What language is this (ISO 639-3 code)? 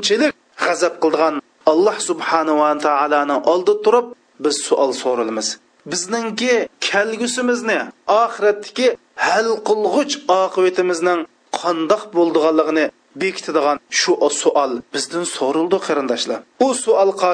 uig